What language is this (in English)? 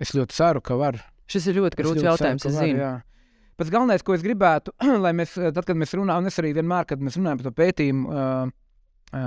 Latvian